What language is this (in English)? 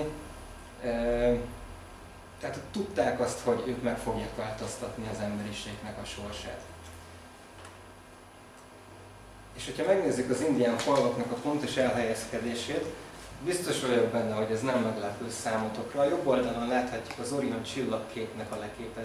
Hungarian